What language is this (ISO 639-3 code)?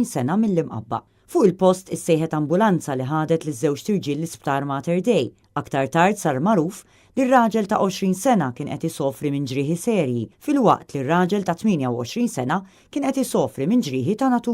mlt